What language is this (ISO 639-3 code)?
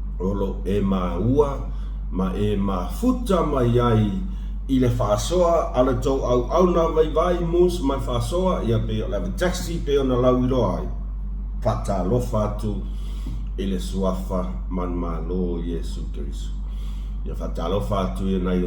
smo